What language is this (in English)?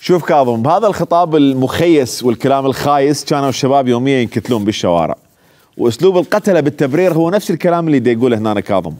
Mesopotamian Arabic